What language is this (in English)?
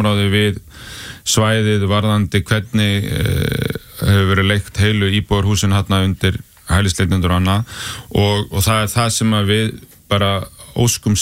Icelandic